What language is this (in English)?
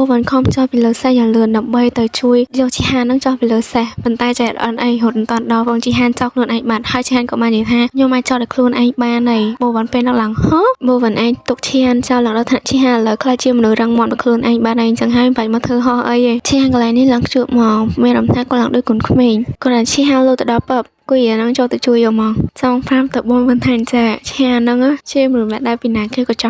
Khmer